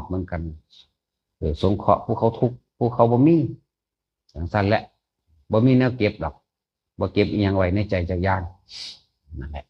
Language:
Northeastern Thai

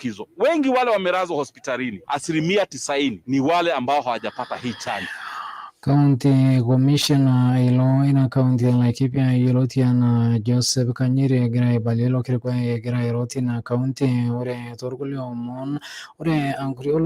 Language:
Masai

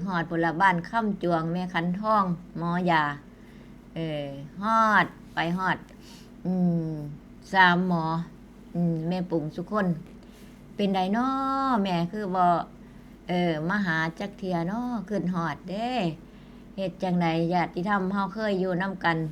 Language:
Northeastern Thai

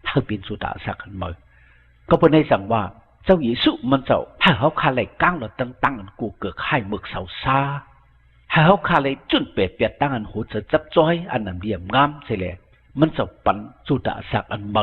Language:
Shan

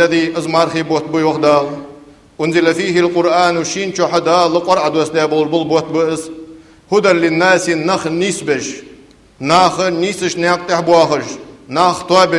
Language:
Ingush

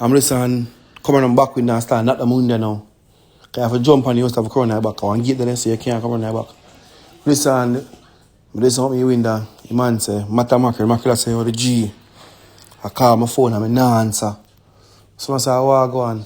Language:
Jamaican Creole English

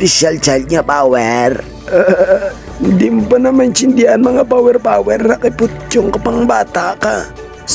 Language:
Hiligaynon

